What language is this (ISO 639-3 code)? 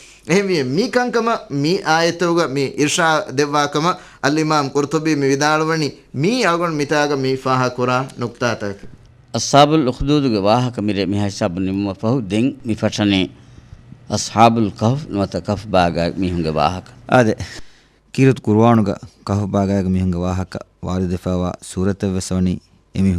div